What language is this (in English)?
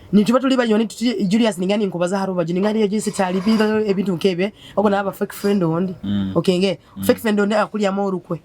Nyoro